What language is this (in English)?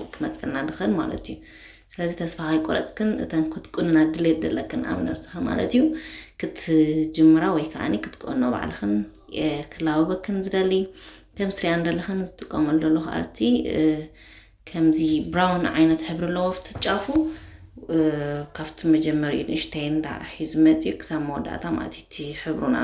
Tigrinya